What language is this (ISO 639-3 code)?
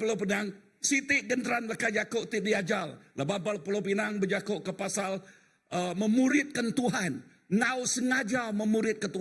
iba